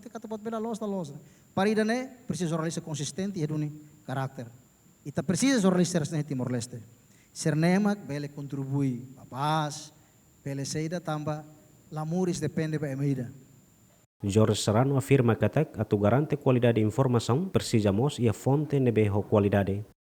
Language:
Tetum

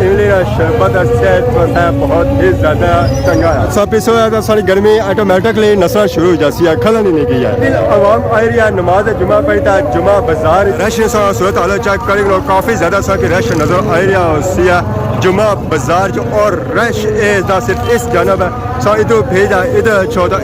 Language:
Pahari-Potwari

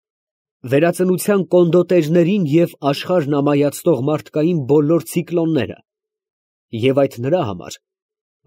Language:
Armenian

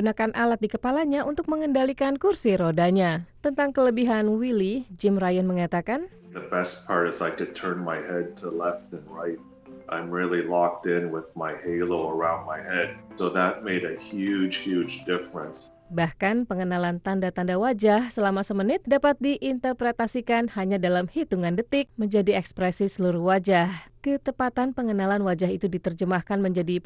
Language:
Indonesian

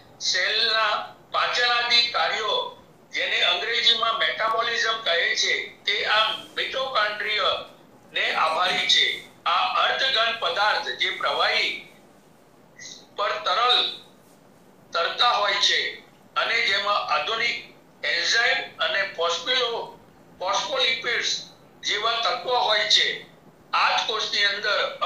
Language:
Gujarati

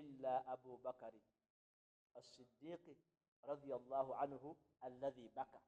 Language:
Ganda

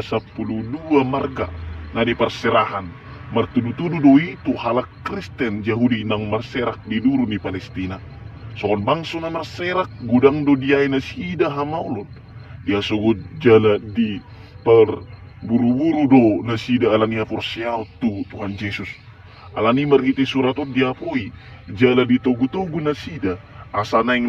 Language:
Batak Toba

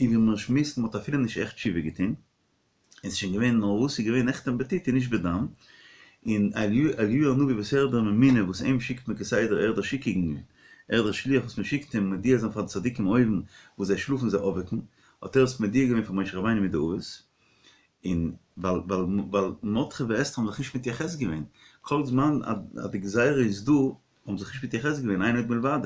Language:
Yiddish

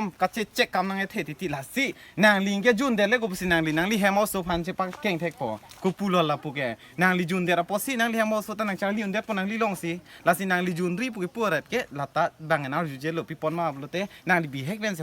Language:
Karbi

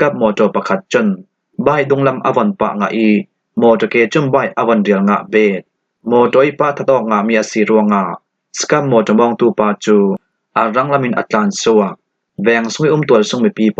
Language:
Falam Chin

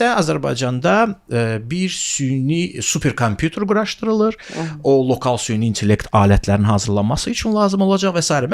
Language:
Azerbaijani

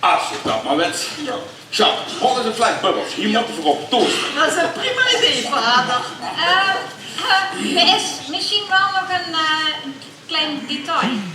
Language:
Limburgish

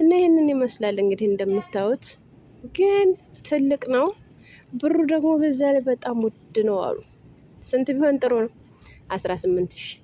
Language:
Amharic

